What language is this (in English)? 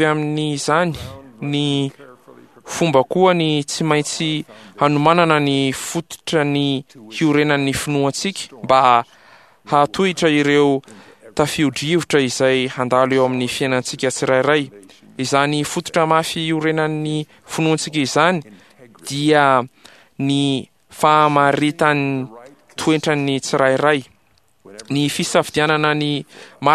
Malagasy